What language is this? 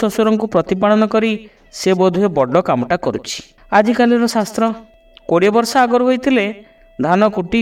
Odia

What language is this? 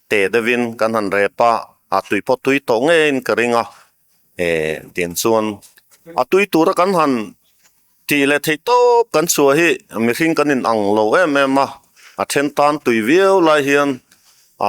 Mizo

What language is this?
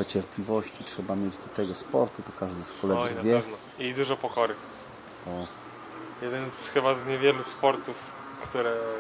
Polish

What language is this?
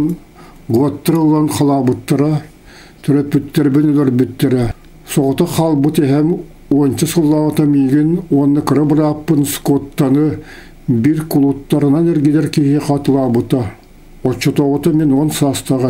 Yakut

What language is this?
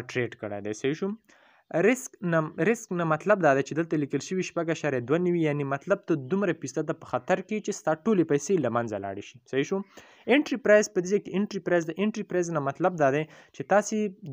Pashto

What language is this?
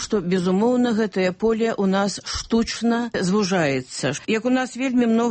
Belarusian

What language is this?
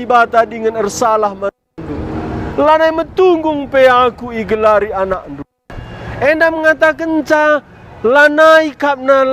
Batak Karo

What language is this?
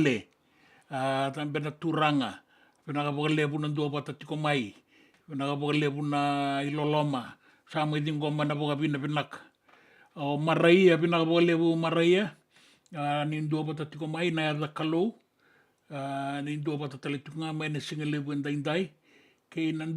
Fijian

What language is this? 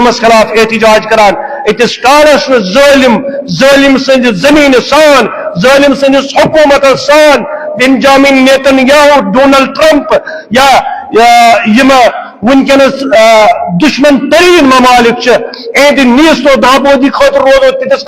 Kashmiri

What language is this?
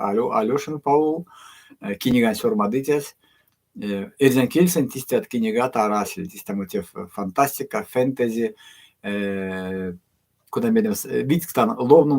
Erzya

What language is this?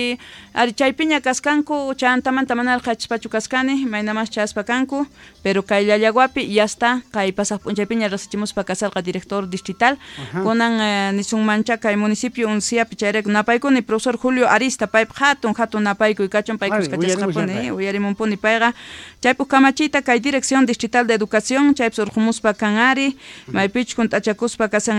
South Bolivian Quechua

